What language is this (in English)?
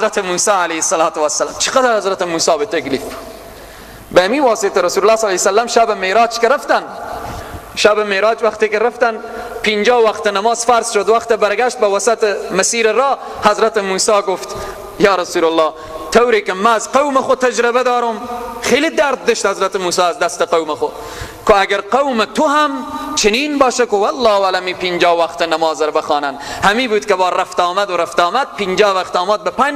Persian